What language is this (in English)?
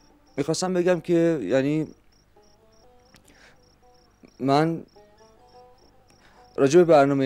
Persian